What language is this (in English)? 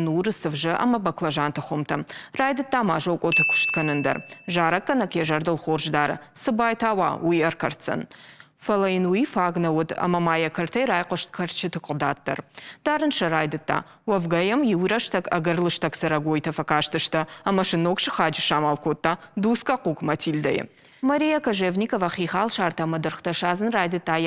Ossetic